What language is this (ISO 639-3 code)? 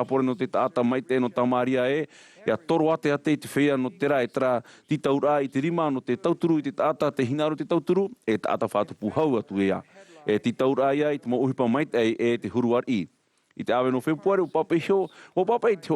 tah